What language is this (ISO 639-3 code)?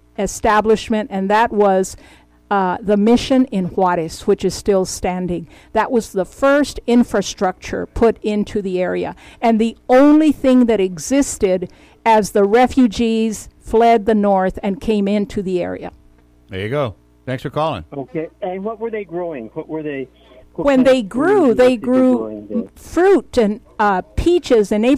eng